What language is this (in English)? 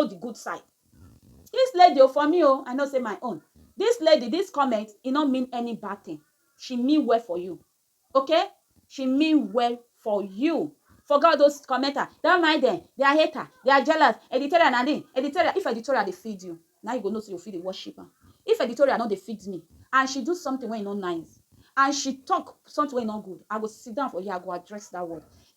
Nigerian Pidgin